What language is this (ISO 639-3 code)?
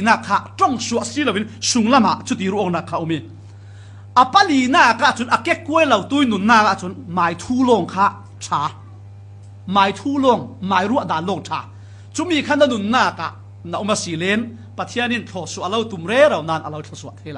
cfm